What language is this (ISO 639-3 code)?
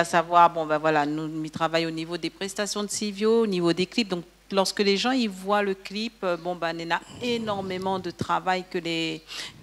rcf